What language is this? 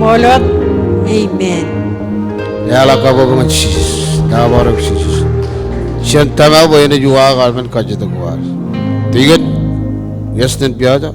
Marshallese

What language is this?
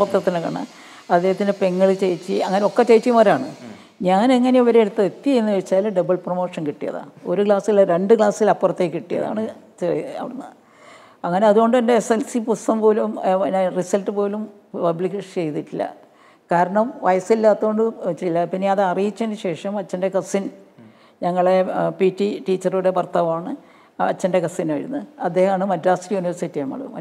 Malayalam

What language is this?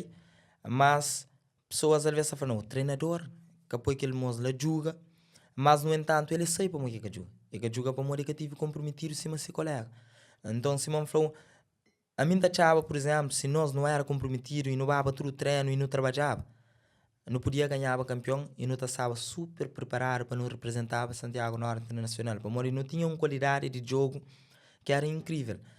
Kabuverdianu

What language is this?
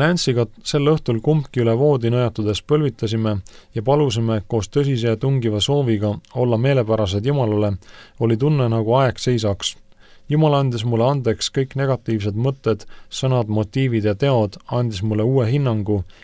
Estonian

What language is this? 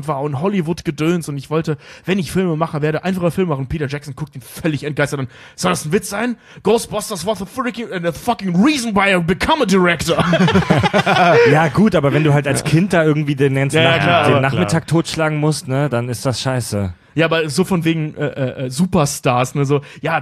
German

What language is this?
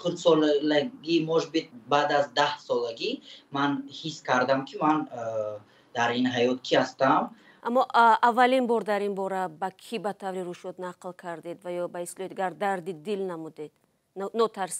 Tajik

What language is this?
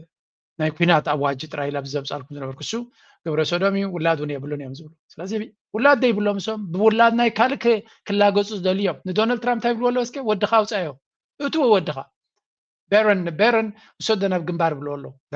Tigrinya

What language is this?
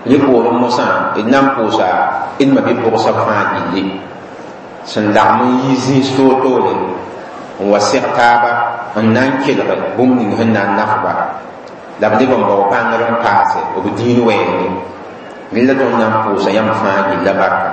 Mossi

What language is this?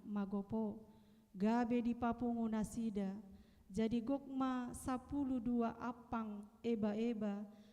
Batak Toba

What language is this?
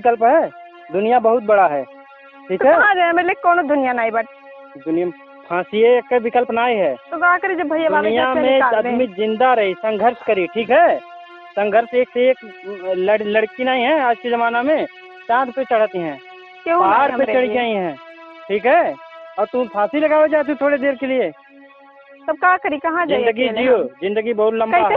Awadhi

